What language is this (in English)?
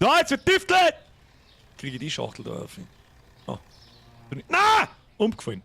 Bavarian